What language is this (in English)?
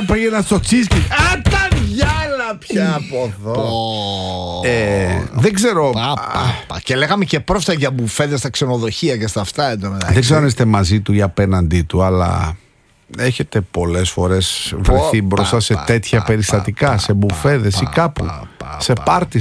Greek